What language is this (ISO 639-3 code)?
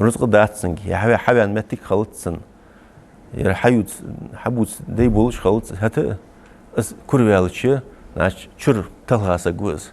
inh